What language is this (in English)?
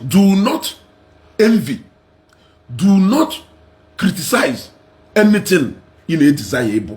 Igbo